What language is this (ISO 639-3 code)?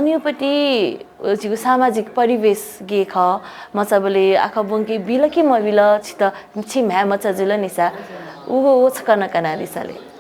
new